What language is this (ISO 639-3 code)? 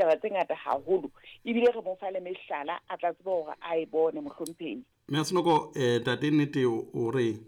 sot